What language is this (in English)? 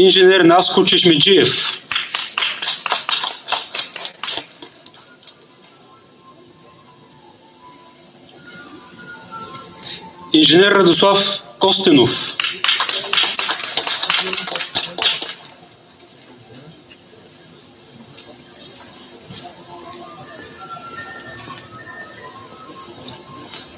Bulgarian